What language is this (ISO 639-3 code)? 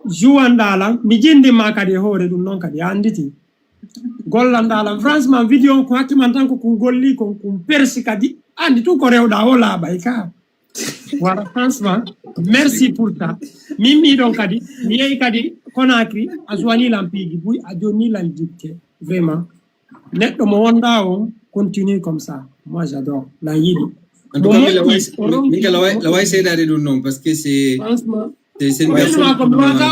ful